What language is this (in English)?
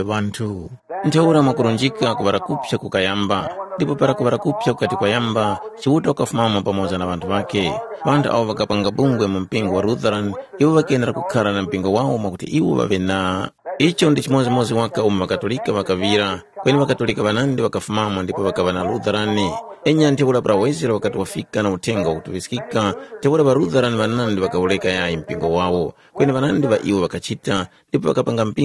Tumbuka